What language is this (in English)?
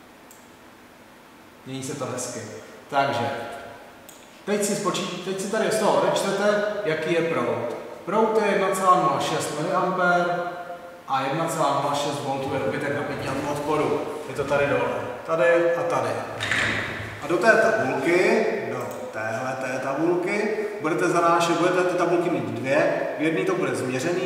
Czech